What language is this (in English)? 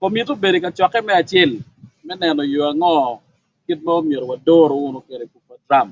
Acoli